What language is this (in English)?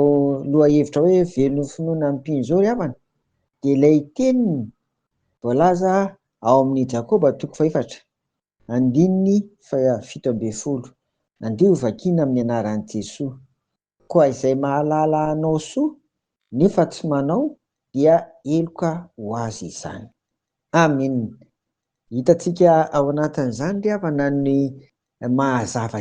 Malagasy